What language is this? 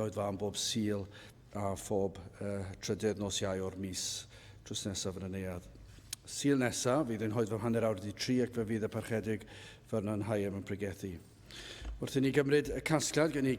Welsh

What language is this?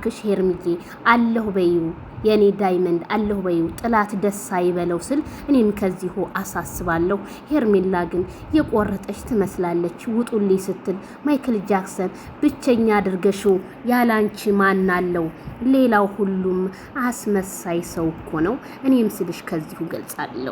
Amharic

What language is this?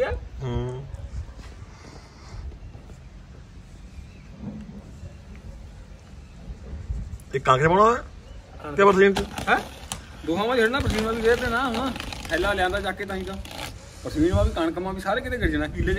Punjabi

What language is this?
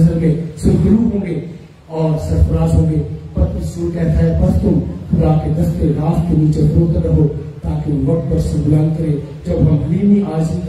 Urdu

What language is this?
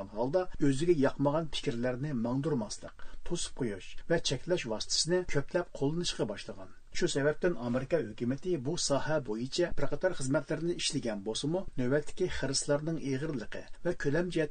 Uyghur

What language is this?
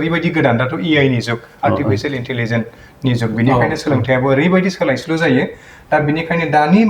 Bodo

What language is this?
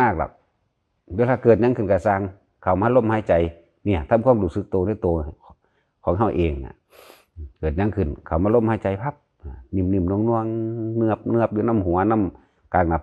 Northeastern Thai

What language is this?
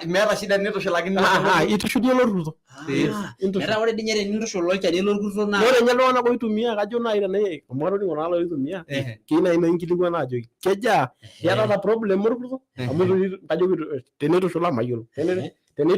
Masai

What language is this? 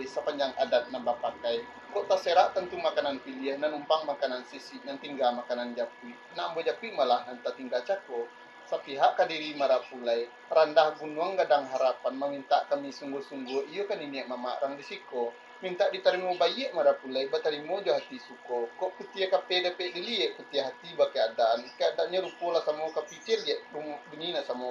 Minangkabau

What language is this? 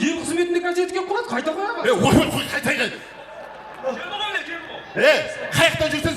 Kara-Kalpak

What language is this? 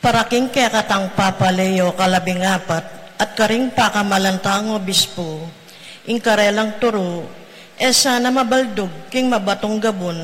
Pampanga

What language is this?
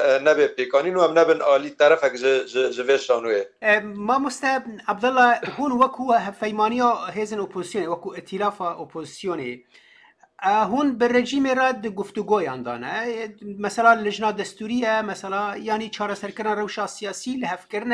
Kurdish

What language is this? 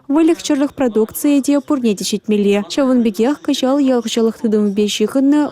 Chuvash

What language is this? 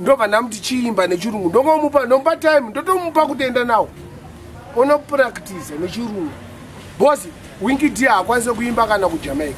Shona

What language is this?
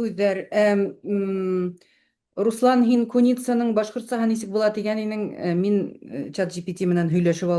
Bashkir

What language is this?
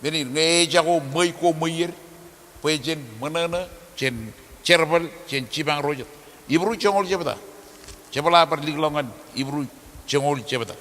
Marshallese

